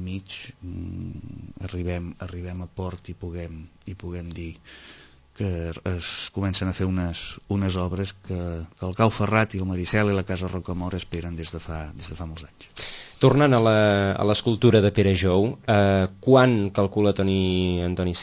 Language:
Catalan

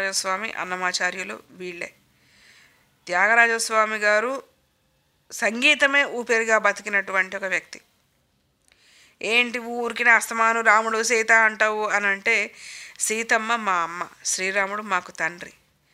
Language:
Telugu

